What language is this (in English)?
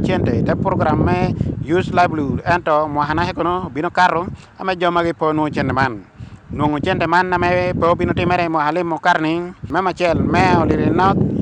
Acoli